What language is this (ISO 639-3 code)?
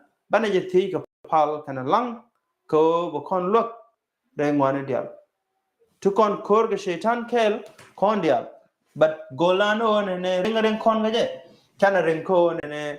nus